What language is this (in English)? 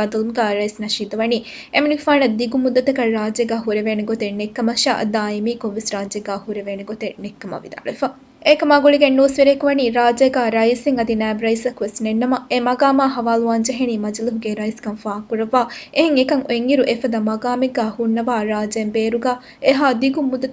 Divehi